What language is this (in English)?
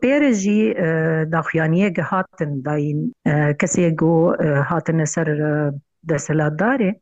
Kurdish